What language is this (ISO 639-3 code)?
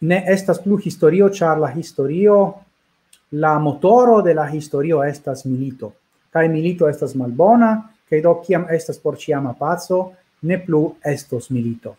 epo